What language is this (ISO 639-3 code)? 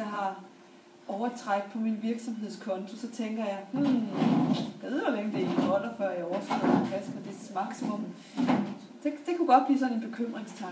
dan